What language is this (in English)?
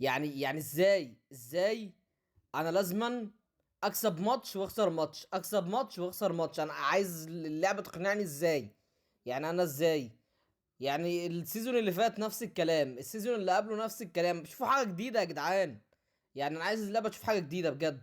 Egyptian Arabic